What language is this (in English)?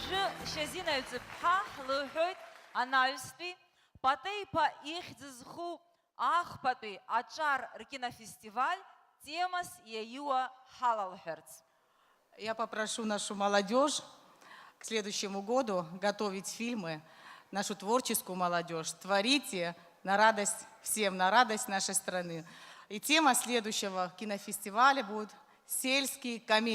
Abkhazian